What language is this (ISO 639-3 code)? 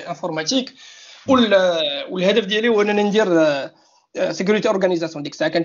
ary